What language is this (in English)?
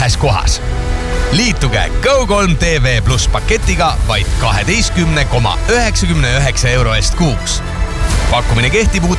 Estonian